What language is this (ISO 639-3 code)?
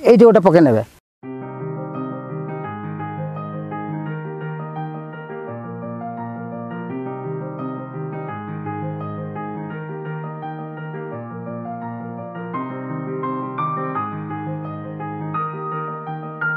ori